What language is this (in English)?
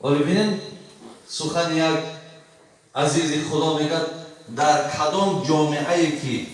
Tajik